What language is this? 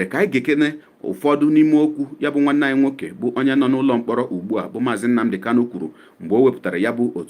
Igbo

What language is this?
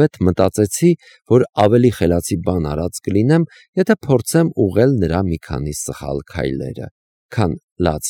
Armenian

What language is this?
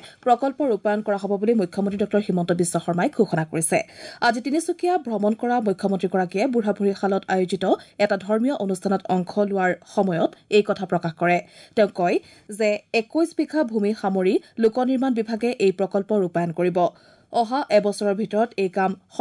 Assamese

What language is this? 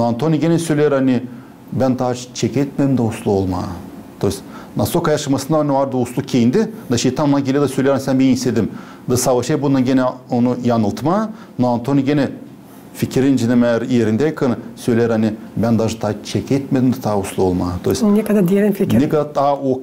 Gagauz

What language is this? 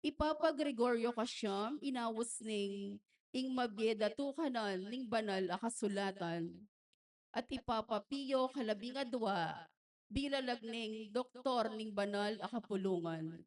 Pampanga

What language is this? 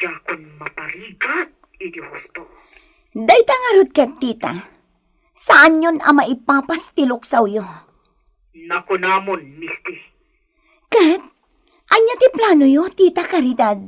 Iloko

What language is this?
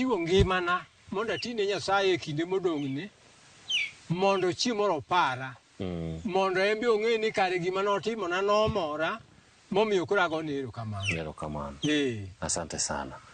Luo (Kenya and Tanzania)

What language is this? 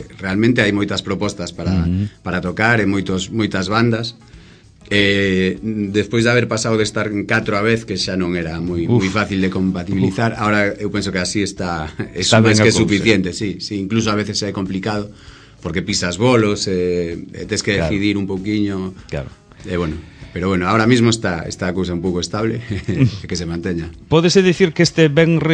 Galician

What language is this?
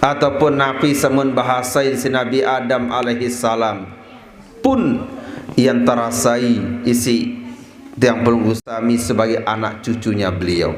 Sasak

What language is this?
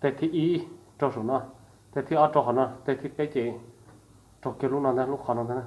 Hmong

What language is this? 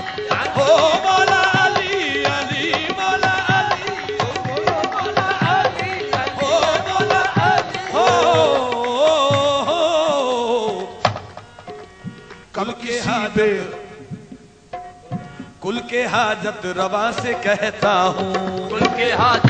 Urdu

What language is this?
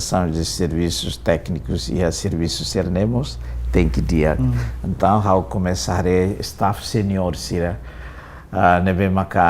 Tetum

